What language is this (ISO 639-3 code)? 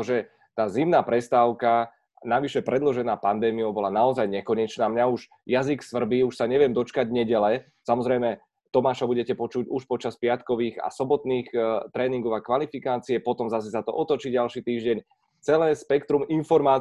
slk